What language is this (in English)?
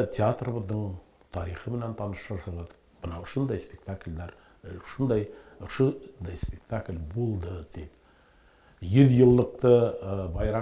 Bashkir